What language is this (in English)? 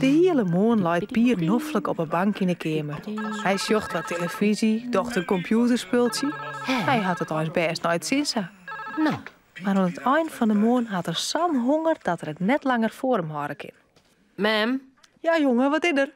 Western Frisian